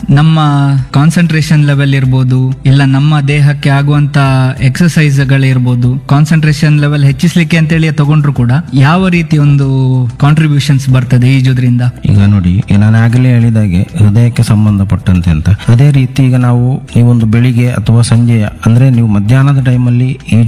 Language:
Kannada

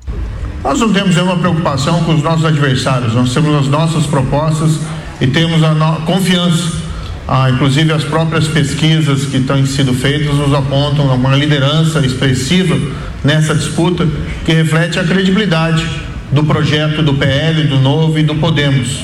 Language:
Portuguese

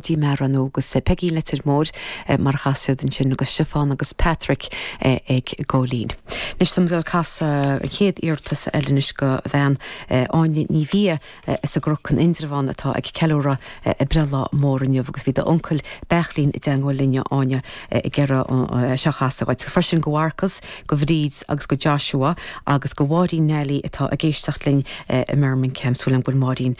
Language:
Irish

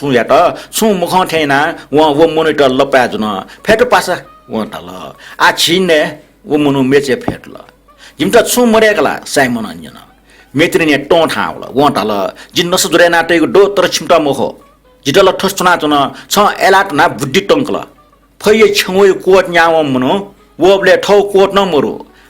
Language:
Newari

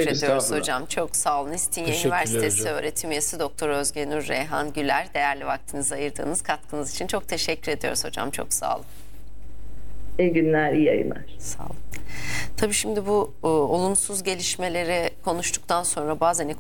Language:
Turkish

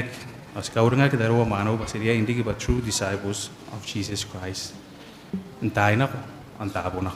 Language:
Gilbertese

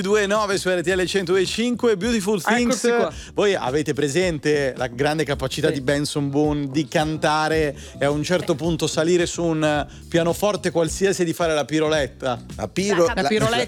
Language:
Italian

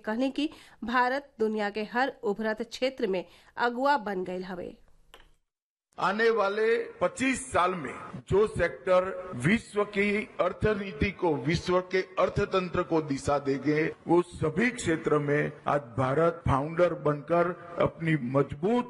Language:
Bhojpuri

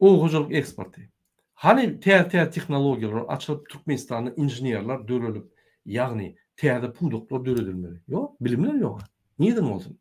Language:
Turkmen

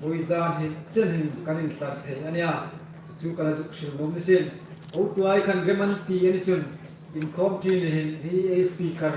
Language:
Hmar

